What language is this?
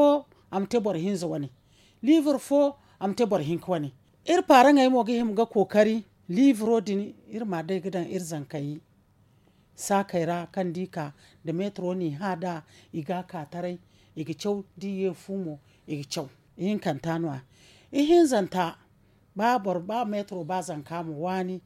Zarma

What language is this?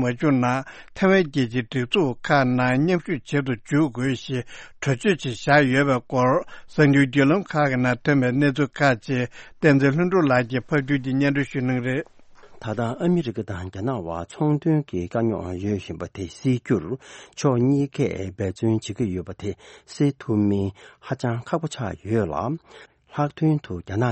Tibetan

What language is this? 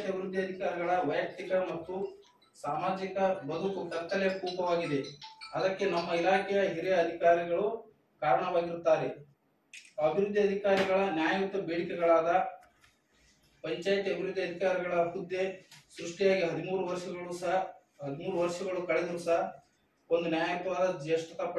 Kannada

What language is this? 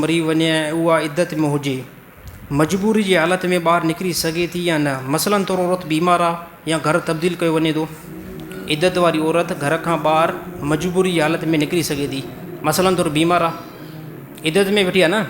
Sindhi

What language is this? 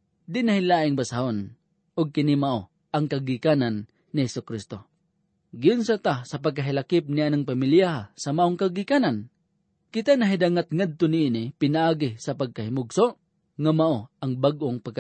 Cebuano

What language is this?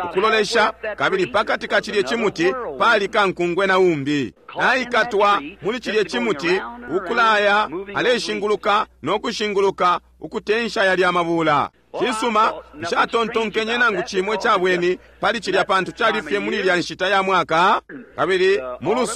Bemba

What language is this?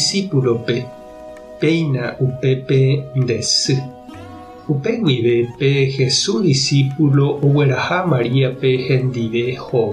Guarani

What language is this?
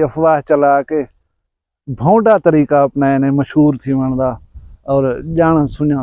Saraiki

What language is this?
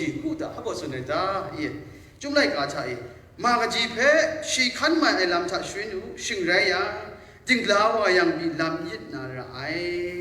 Kachin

